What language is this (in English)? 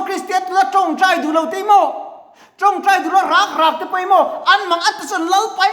Mizo